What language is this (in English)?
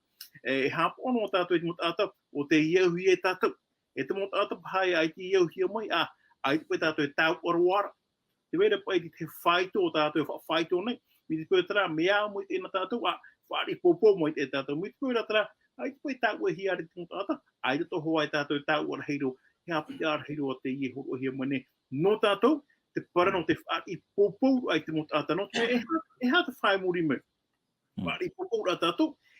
Tahitian